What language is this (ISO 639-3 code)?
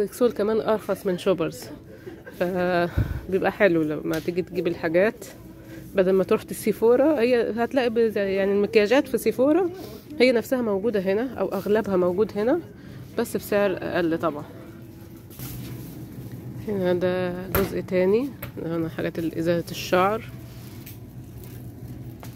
arz